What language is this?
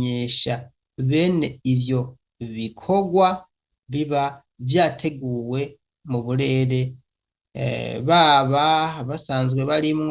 Rundi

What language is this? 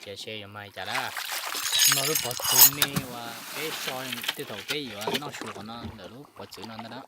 Hmong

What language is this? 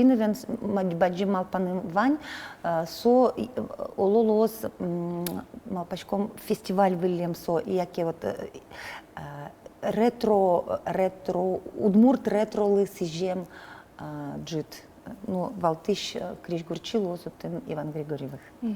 Udmurt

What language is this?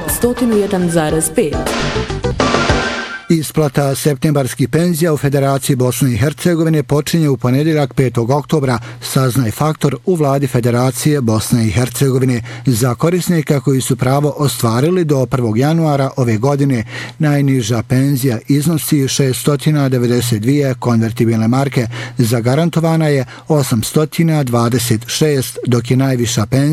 Bosnian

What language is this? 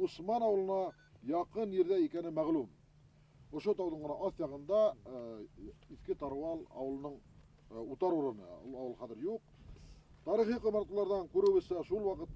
Bashkir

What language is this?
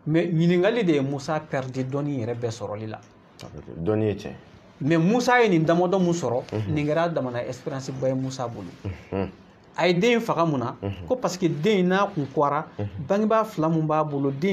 Bambara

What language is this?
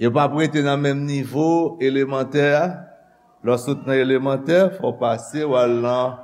Haitian Creole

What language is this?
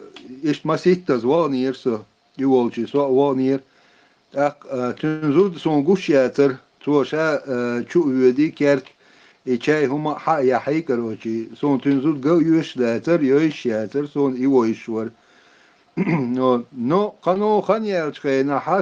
Chechen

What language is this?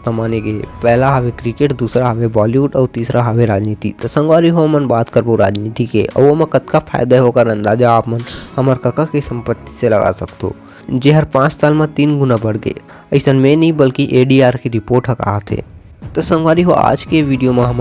Chhattisgarhi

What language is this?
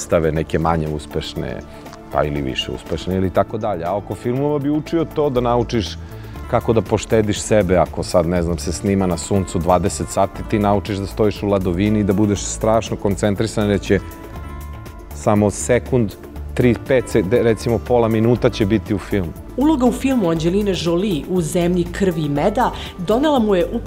Serbian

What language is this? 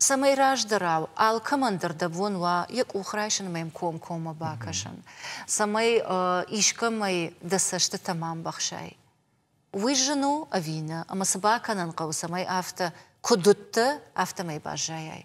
Ossetic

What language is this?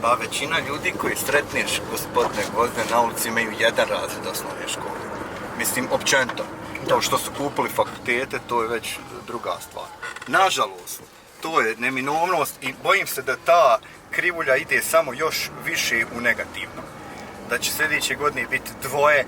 Bosnian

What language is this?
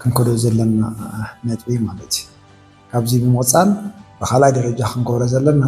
Tigrinya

